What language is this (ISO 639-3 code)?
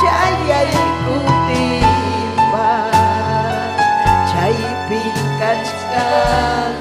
quy